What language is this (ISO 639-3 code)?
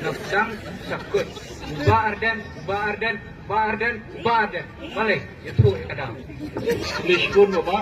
kha